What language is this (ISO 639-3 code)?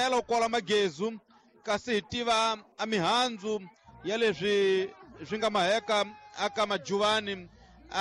tso